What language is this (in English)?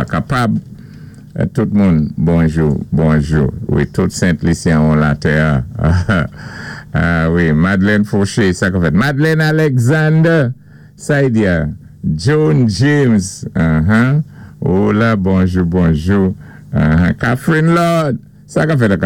Saint Lucian Creole French